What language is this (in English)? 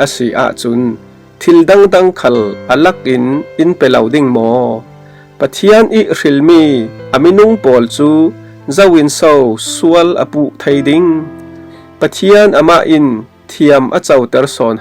Falam Chin